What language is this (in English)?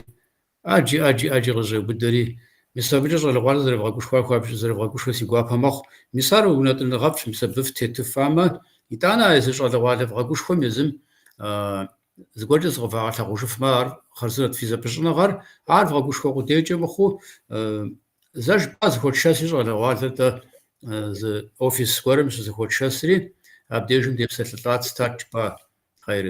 Kabardian